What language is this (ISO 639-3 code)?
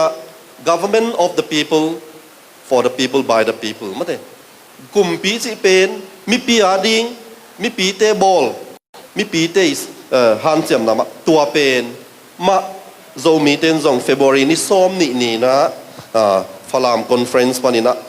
ctd